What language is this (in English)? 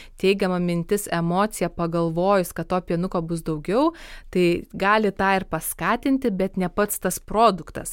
Lithuanian